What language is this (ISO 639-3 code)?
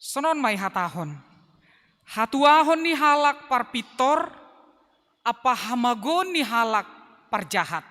bts